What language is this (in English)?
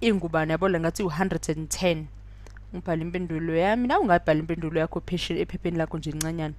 Zulu